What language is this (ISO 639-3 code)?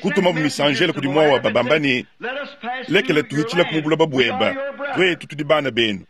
lua